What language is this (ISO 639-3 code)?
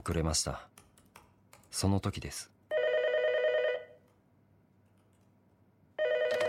jpn